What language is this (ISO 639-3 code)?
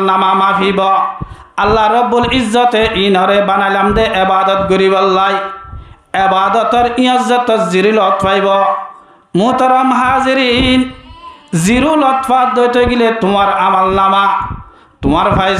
rhg